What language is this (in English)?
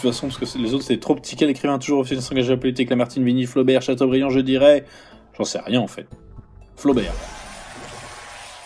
French